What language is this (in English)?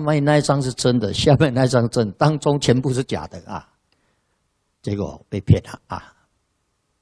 Chinese